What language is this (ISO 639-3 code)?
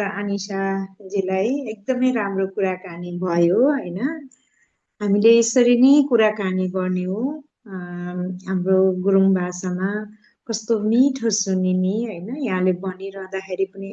nep